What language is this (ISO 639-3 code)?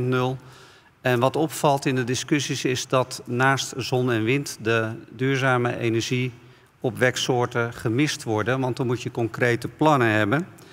nld